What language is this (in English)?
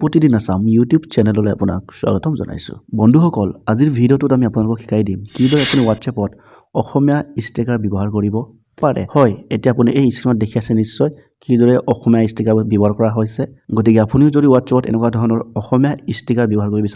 Assamese